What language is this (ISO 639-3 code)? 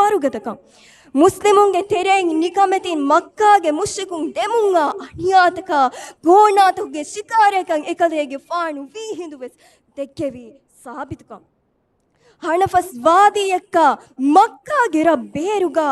div